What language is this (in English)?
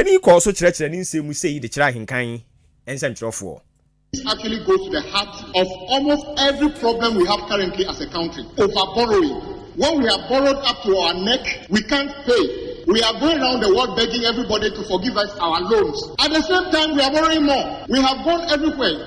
Akan